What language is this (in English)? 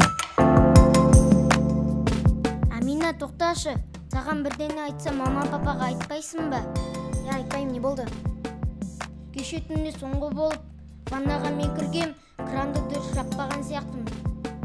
Kazakh